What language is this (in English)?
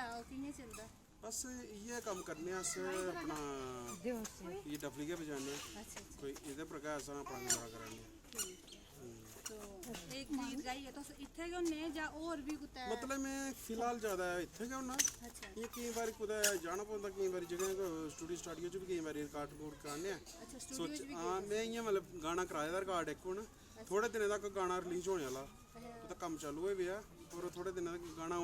Dogri